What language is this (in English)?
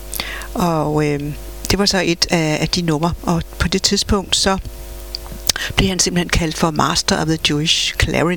Danish